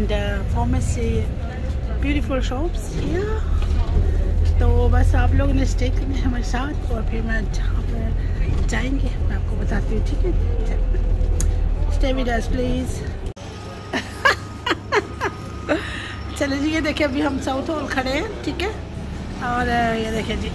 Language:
Hindi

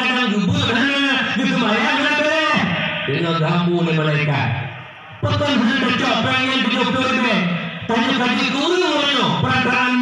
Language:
Achinese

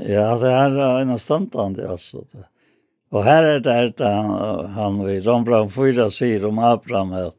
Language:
Faroese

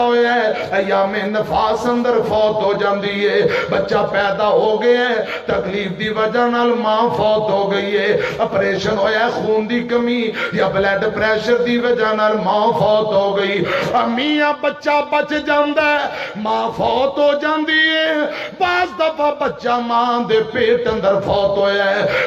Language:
Western Panjabi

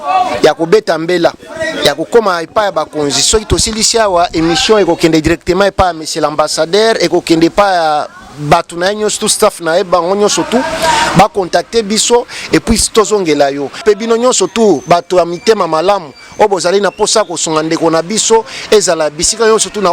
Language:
Lingala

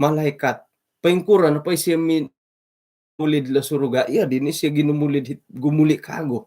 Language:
Central Dusun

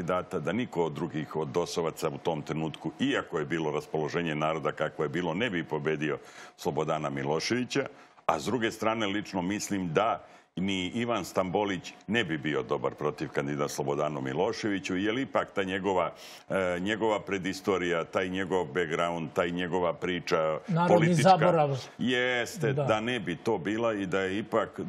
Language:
Serbian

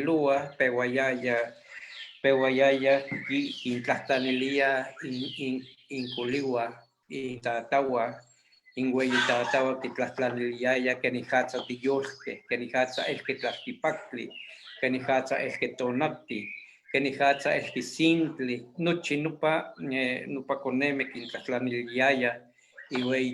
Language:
Eastern Huasteca Nahuatl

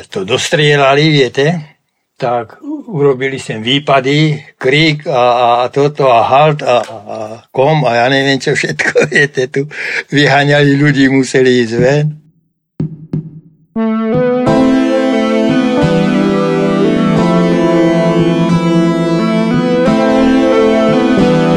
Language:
Slovak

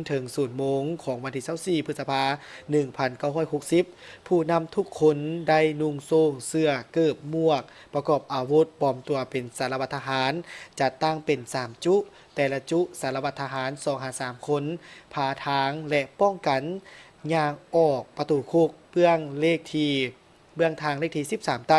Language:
Lao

